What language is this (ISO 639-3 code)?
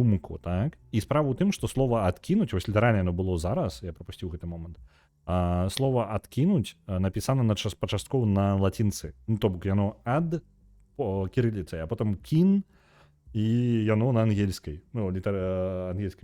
bel